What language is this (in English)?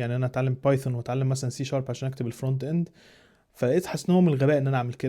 Egyptian Arabic